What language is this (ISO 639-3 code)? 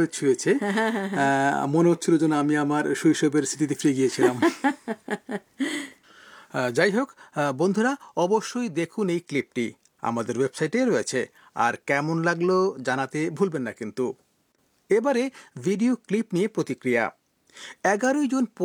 ben